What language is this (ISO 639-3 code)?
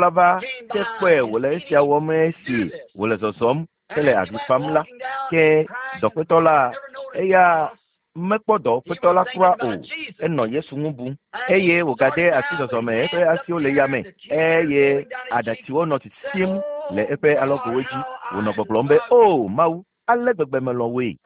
ewe